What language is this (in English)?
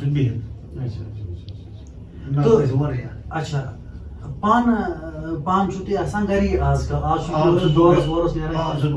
Kashmiri